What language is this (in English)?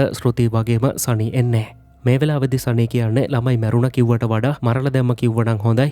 Sinhala